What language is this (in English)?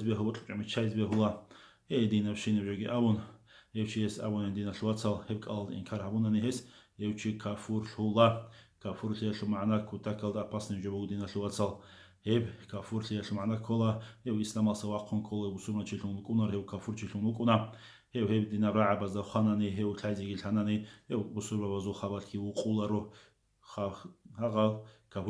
Avaric